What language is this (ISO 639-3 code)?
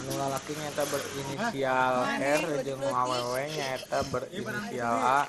sun